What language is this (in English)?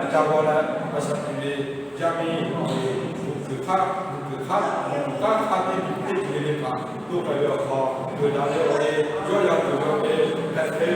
Lahu